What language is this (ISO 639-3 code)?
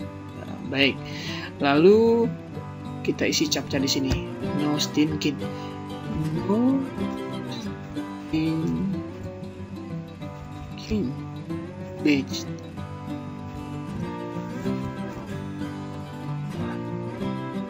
ind